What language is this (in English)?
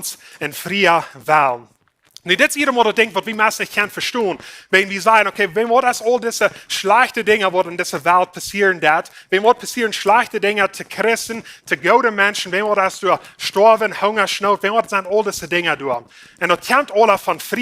Plautdietsch